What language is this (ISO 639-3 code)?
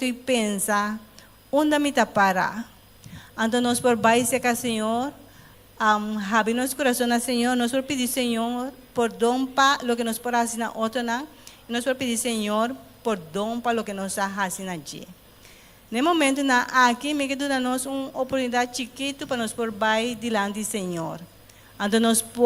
pap